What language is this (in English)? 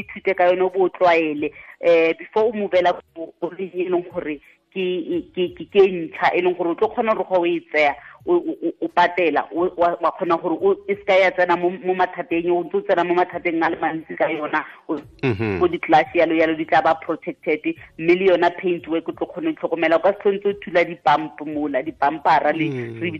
Tswana